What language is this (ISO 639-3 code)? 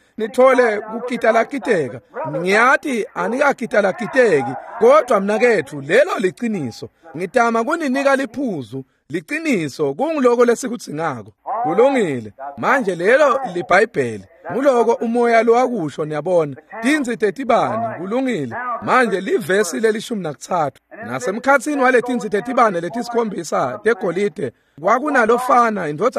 ssw